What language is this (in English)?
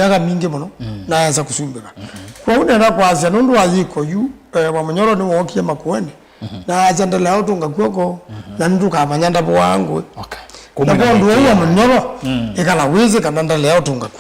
Kamba